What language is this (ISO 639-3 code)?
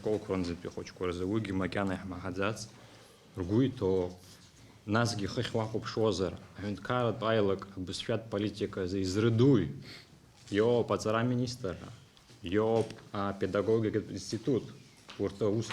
abk